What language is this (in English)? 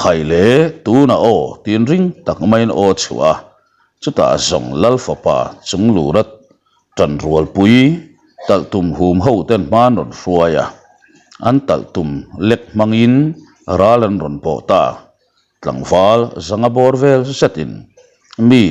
Mizo